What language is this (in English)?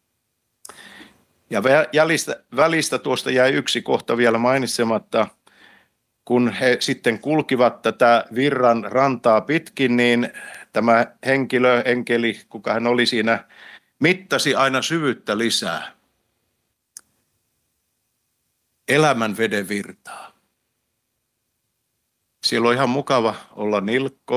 Finnish